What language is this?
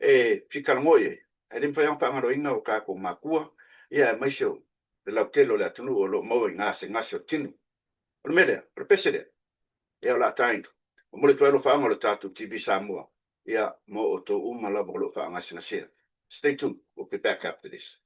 Samoan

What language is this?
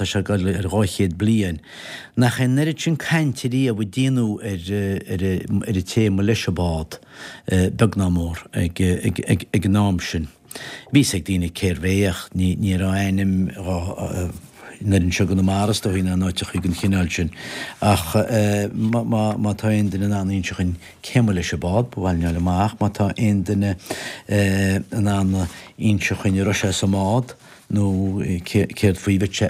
Irish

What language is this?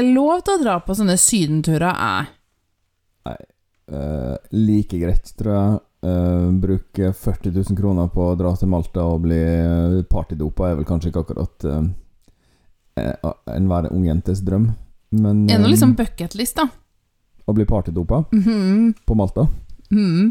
Norwegian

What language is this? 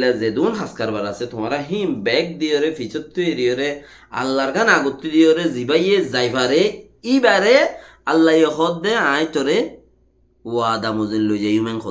Rohingya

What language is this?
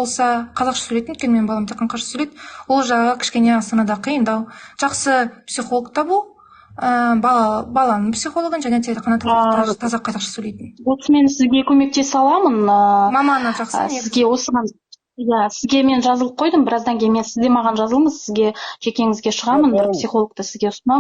Kazakh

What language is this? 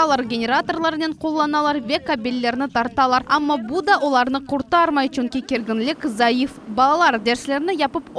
Crimean Tatar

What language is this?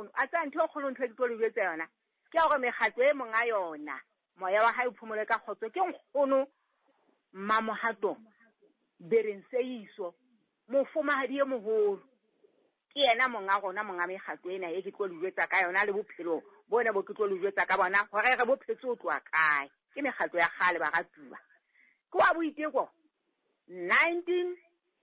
Southern Sotho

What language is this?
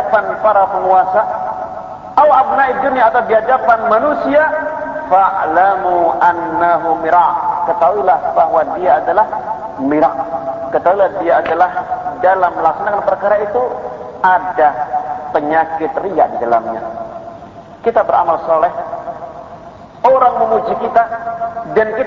Indonesian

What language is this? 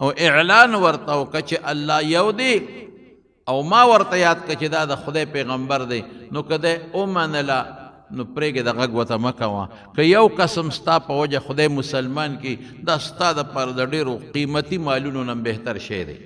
Pashto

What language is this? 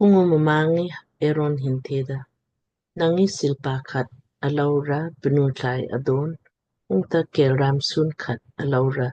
Lamkang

